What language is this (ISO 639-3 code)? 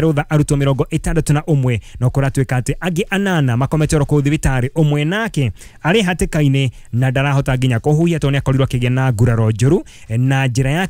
kik